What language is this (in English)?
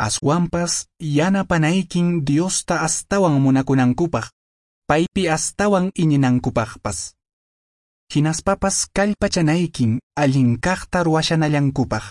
Quechua